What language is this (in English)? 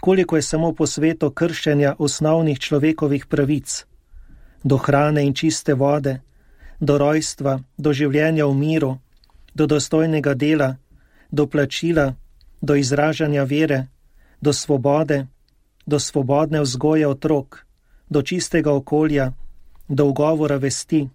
Slovenian